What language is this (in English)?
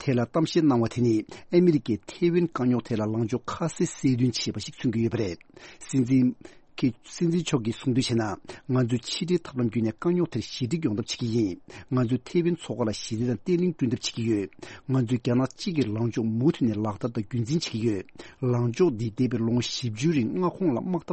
Tibetan